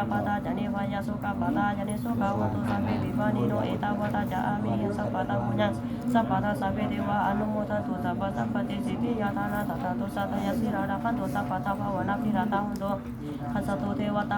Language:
Pali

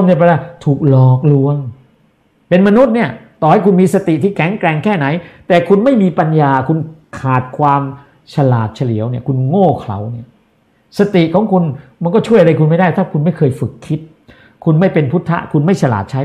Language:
Thai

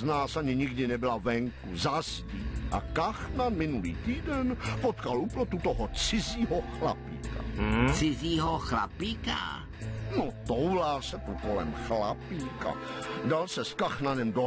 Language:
Czech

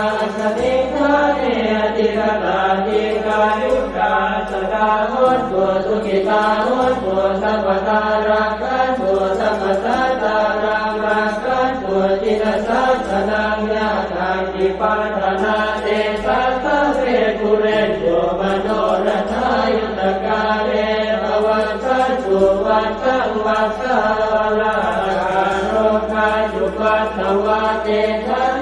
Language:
Pali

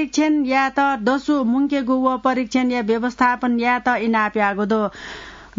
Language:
Newari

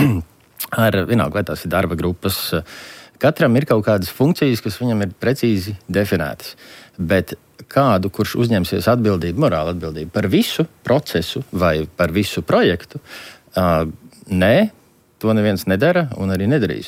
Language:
Latvian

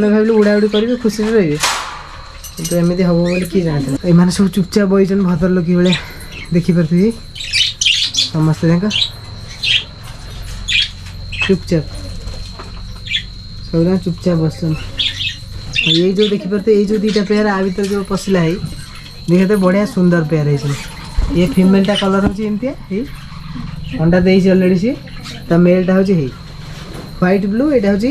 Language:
Odia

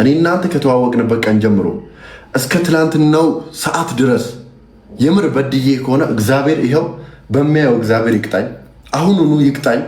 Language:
Amharic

